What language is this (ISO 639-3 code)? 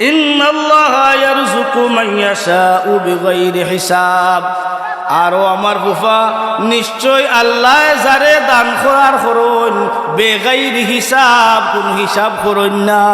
syl